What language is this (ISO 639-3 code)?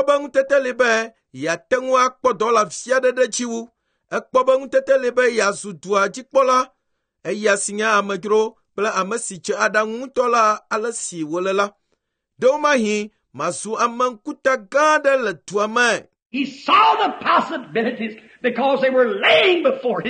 ewe